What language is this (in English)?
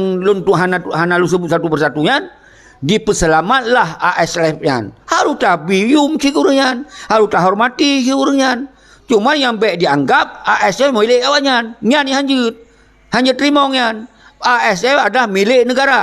Achinese